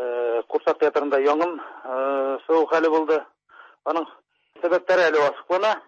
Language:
Tatar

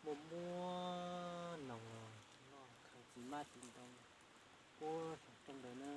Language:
Hmong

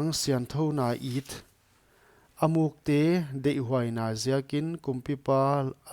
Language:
Paite Chin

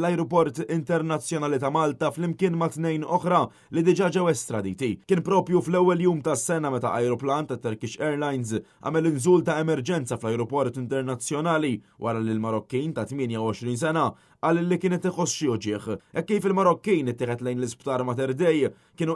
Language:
Maltese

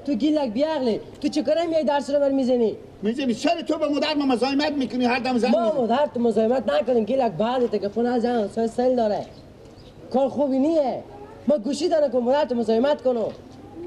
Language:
Persian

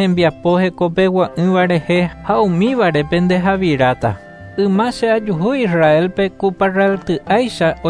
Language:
Guarani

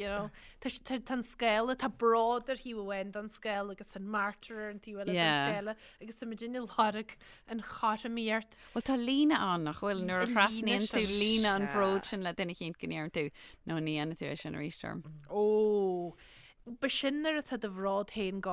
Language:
Irish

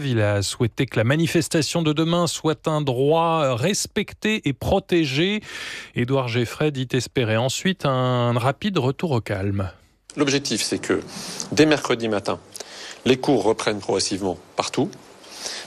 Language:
French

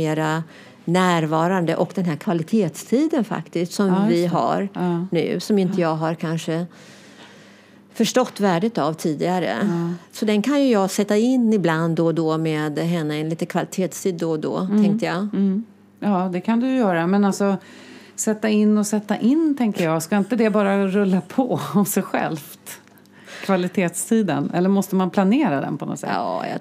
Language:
Swedish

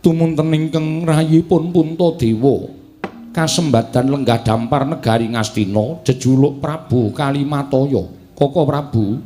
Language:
Javanese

